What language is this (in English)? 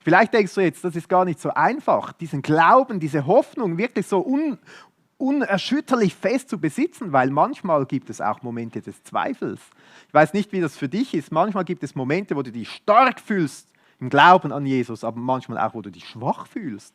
Swiss German